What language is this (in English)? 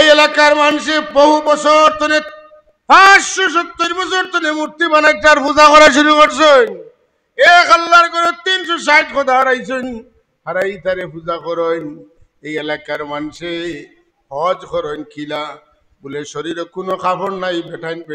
Sylheti